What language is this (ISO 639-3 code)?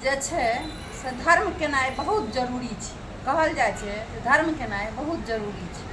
mai